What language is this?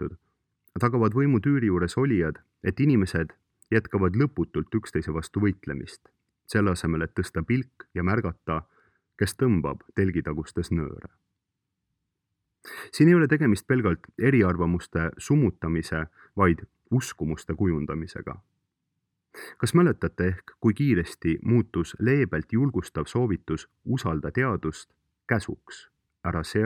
Estonian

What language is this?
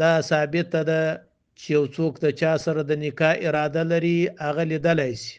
Pashto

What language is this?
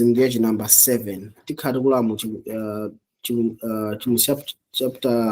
Nyanja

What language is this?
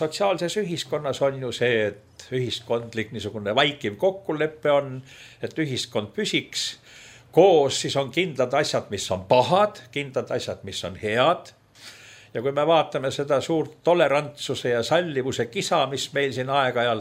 Estonian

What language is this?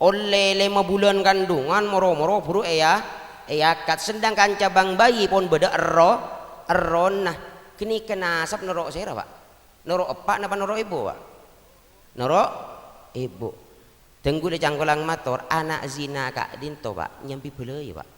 Madurese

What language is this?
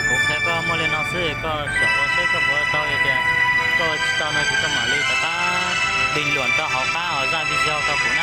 Hmong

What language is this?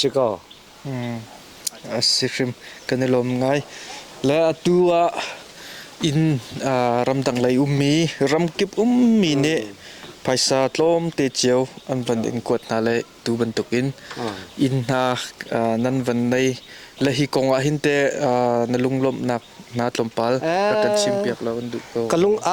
Hakha Chin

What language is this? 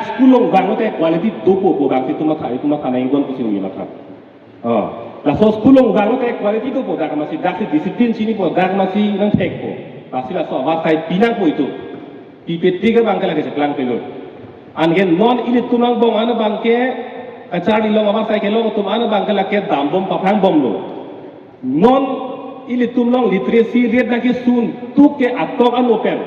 Karbi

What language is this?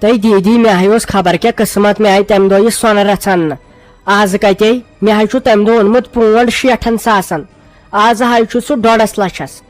Kashmiri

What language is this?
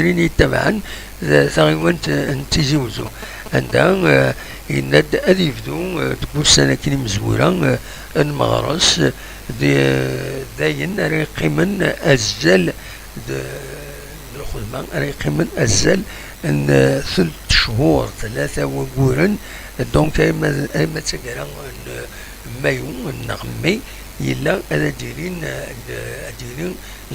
Kabyle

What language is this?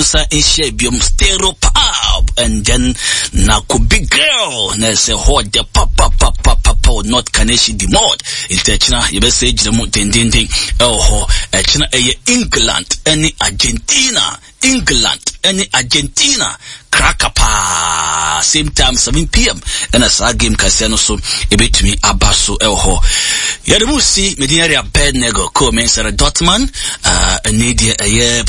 Akan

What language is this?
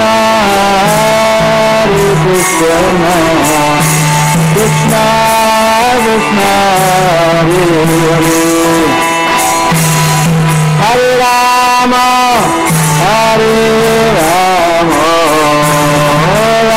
English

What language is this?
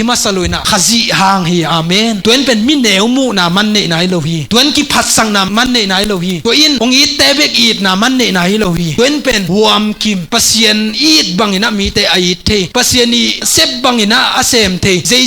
Tedim Chin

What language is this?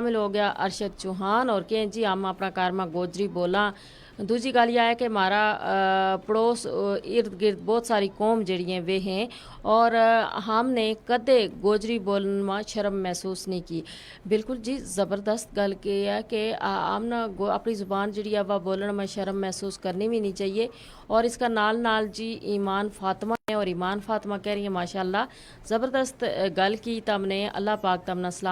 Gujari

